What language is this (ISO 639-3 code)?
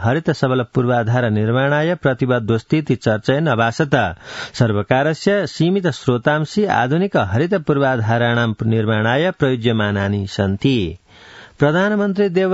san